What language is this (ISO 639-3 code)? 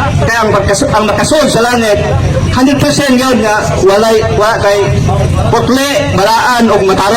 ceb